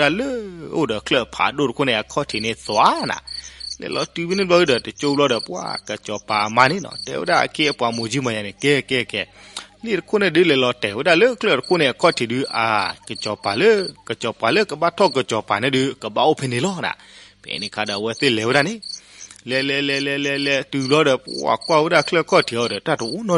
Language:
S'gaw Karen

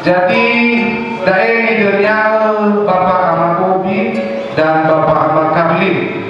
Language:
Nias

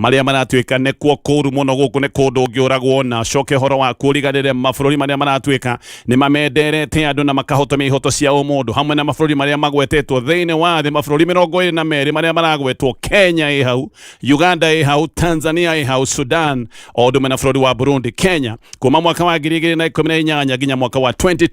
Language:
Kikuyu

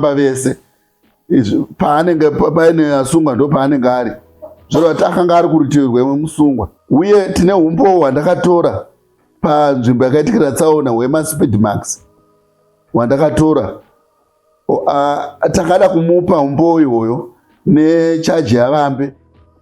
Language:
Shona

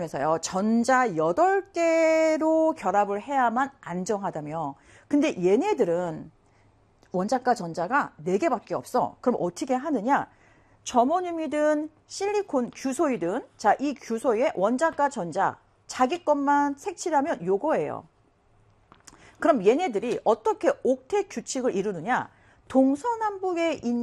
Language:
Korean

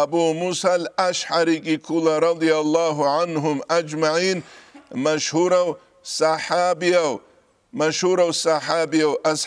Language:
Avaric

